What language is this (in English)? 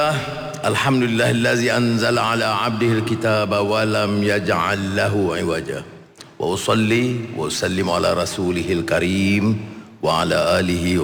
Malay